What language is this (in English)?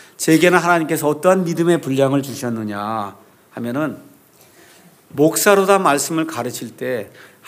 Korean